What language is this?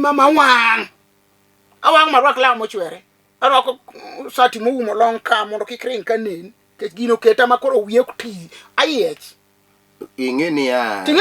Luo (Kenya and Tanzania)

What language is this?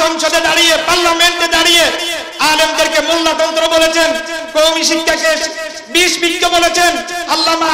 Bangla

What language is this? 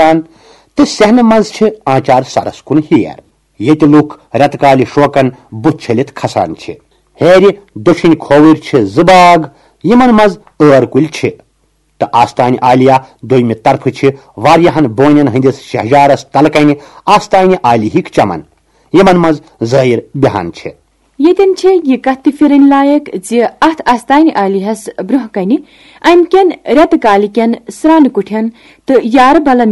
Kashmiri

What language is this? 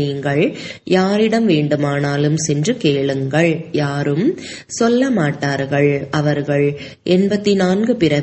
Tamil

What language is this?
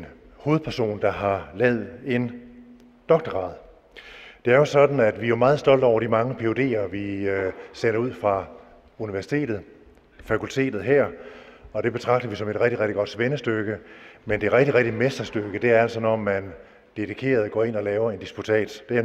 Danish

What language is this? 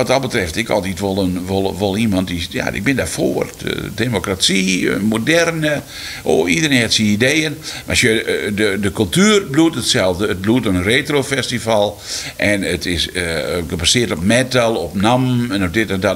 Western Frisian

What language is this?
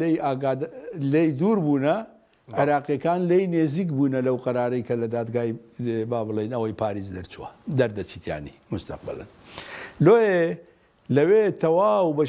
Central Kurdish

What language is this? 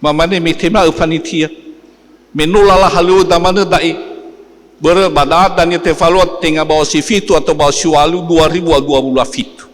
Nias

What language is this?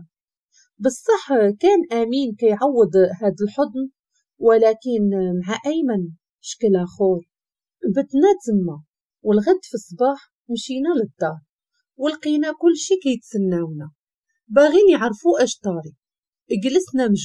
Moroccan Arabic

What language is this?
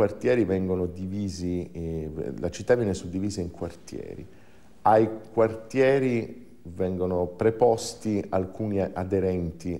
Italian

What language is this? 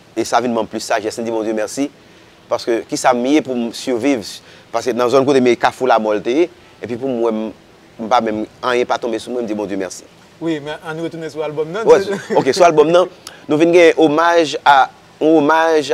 Haitian Creole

